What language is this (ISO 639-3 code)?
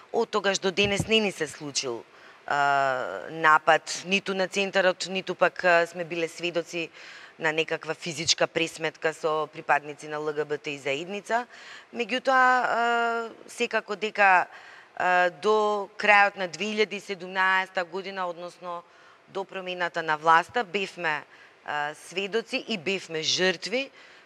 mkd